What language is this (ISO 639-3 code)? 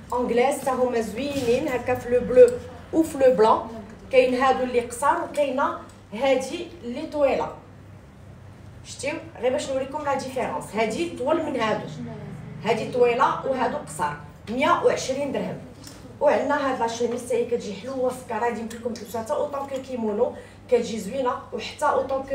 ary